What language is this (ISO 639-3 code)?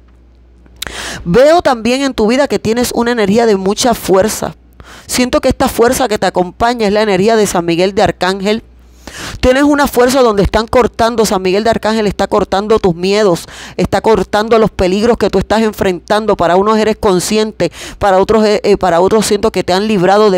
spa